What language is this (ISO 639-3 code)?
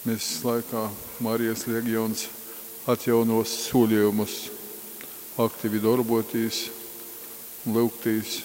ltg